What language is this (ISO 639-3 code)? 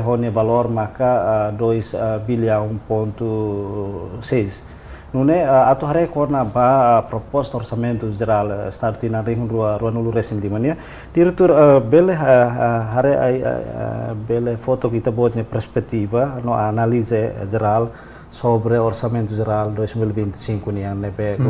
tet